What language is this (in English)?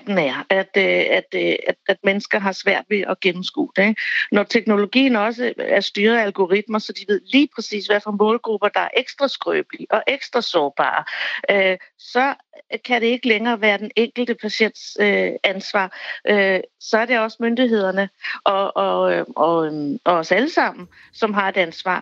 Danish